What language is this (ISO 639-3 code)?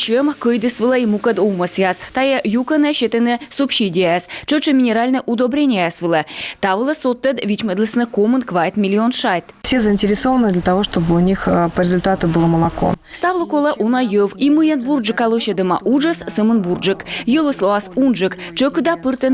kom